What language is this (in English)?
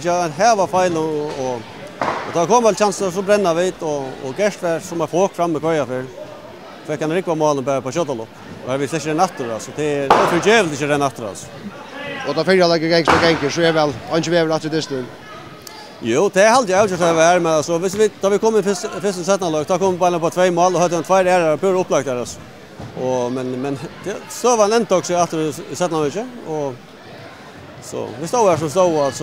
Faroese